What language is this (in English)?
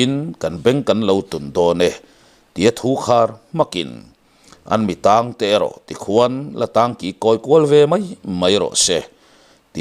Mizo